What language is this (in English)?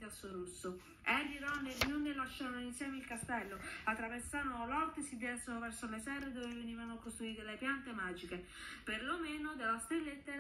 Italian